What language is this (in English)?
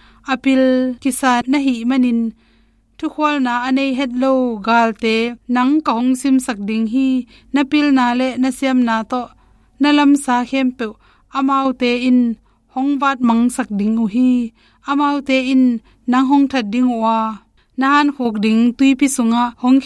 Tedim Chin